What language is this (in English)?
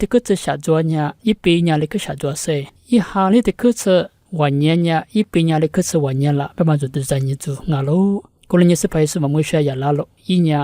Lisu